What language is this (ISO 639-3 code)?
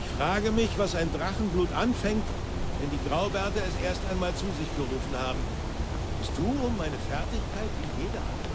bar